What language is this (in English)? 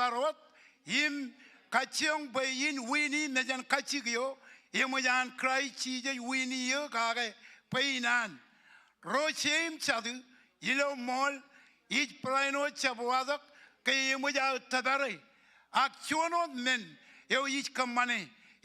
Marshallese